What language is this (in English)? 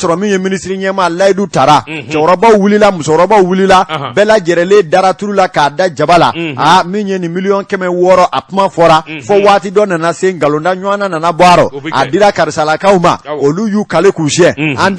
Bambara